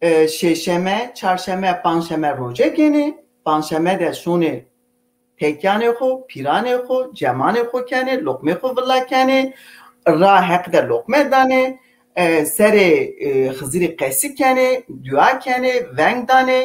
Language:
Zaza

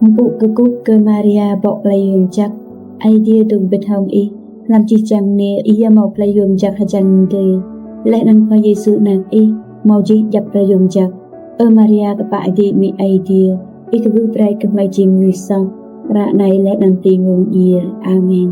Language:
Rade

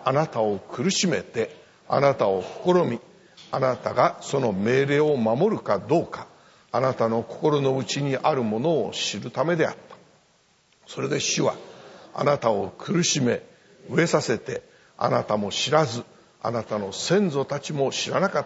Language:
Japanese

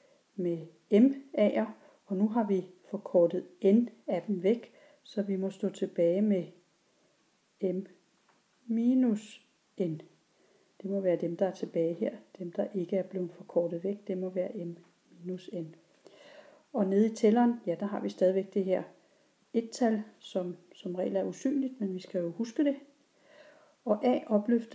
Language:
Danish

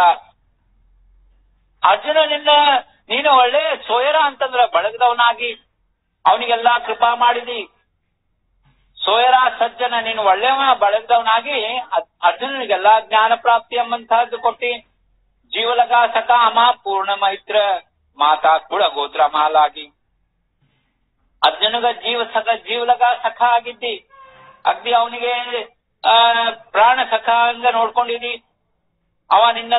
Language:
Kannada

